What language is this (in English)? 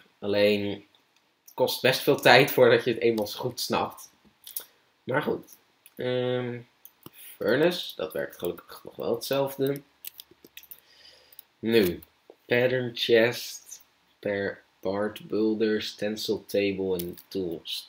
Dutch